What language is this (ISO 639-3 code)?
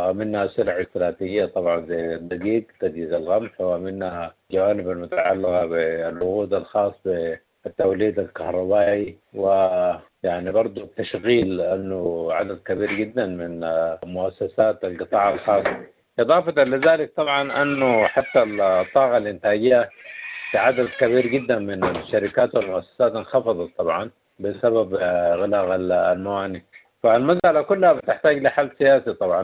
apd